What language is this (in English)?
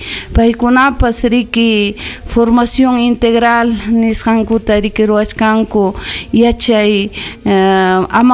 Ayacucho Quechua